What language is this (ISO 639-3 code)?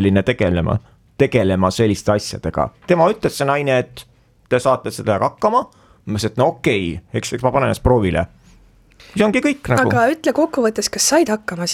est